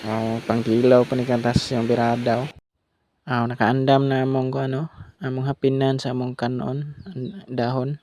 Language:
Cebuano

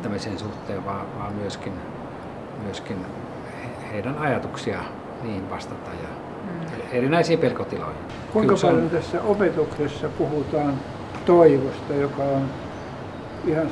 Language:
Finnish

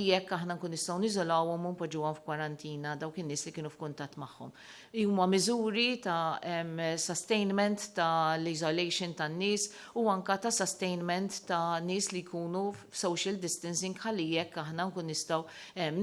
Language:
Maltese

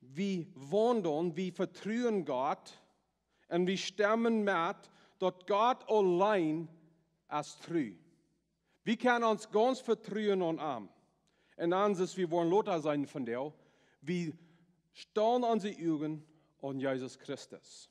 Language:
Plautdietsch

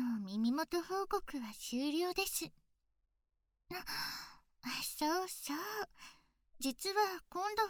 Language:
Japanese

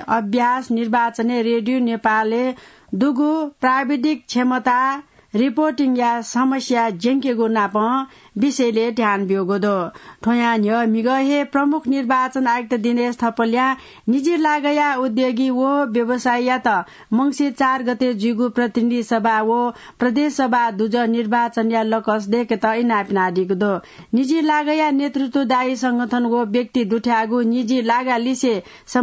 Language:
Newari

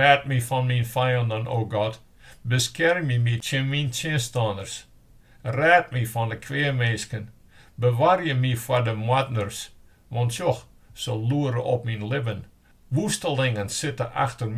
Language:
Western Frisian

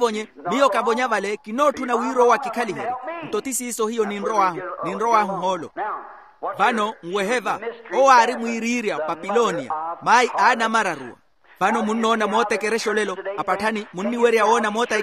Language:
Makhuwa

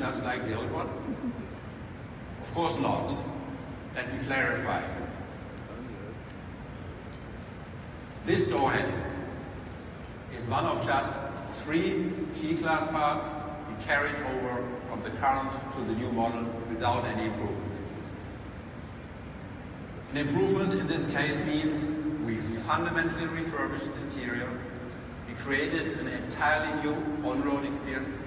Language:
English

